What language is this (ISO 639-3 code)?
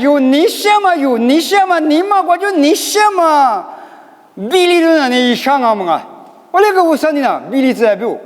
lis